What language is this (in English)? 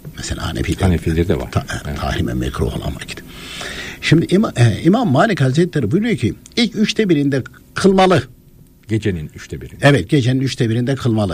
Turkish